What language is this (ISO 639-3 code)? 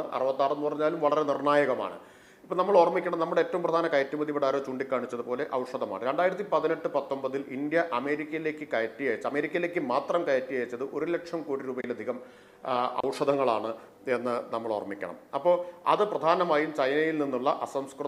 mal